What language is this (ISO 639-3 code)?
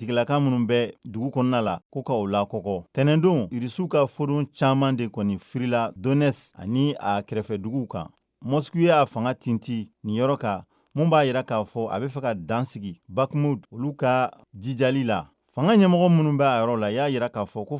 bam